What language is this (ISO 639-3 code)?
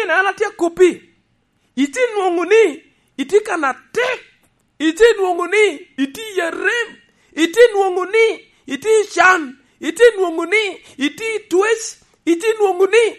laj